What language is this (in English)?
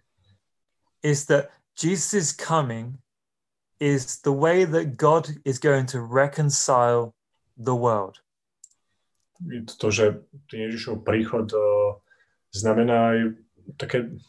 Slovak